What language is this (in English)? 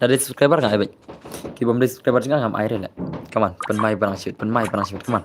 Khasi